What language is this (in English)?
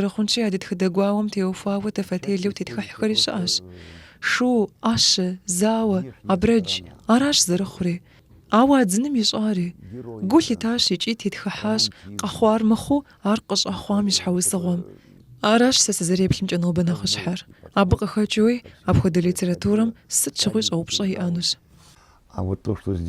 Kabardian